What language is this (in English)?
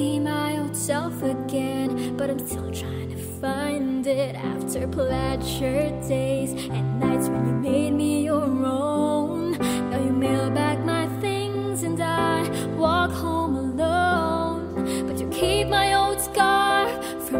English